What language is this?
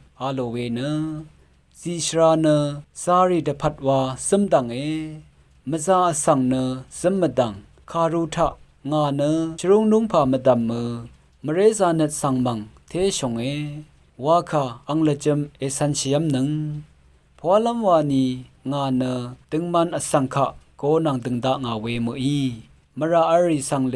Rawang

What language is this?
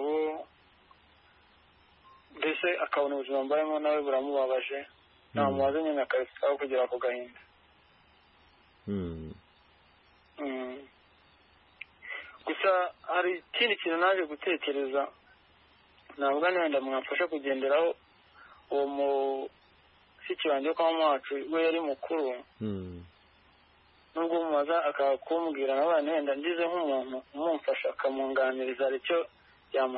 Kinyarwanda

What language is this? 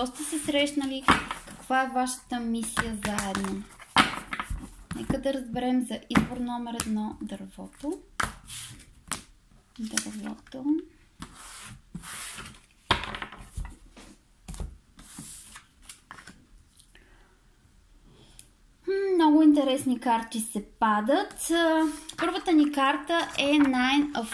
Bulgarian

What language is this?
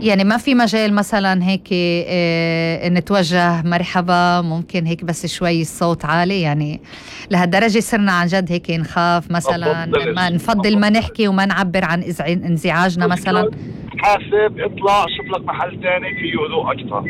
North Levantine Arabic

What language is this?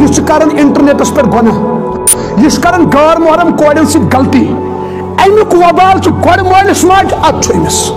Kashmiri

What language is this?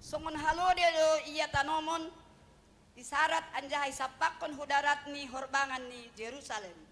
Batak Simalungun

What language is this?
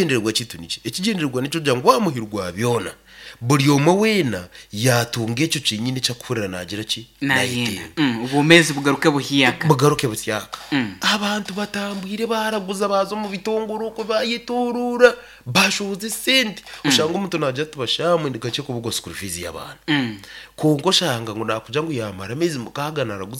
Nyankole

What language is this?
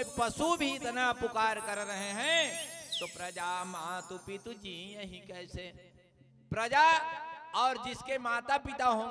Chhattisgarhi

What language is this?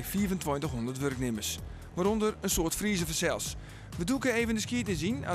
Western Frisian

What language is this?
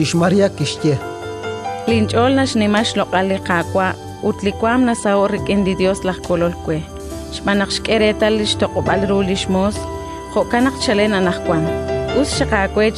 Kekchí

